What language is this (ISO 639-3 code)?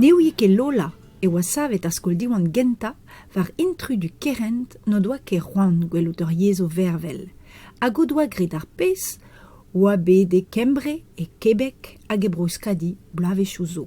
bre